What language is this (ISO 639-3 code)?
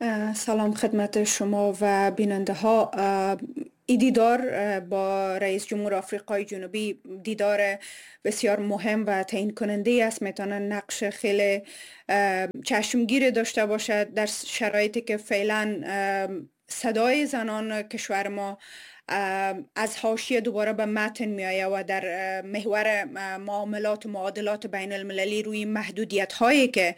fas